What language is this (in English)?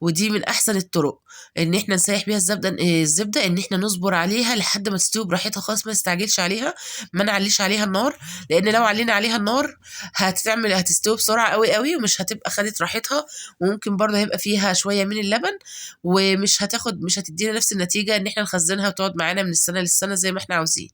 Egyptian Arabic